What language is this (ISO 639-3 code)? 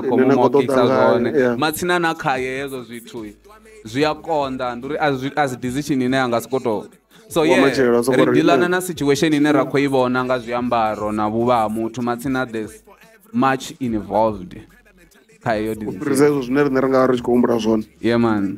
ven